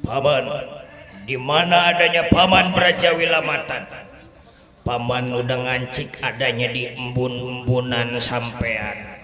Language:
Betawi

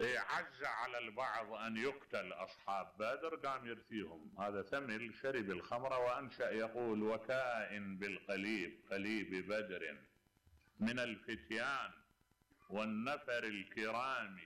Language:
Mesopotamian Arabic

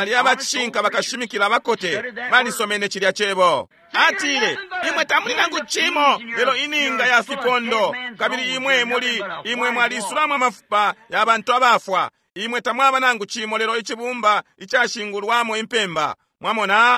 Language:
Bemba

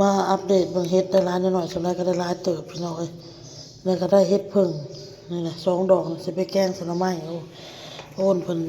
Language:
Northeastern Thai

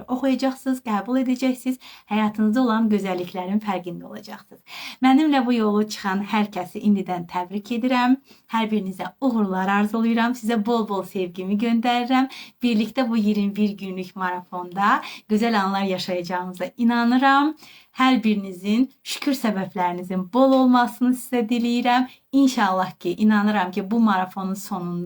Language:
Azerbaijani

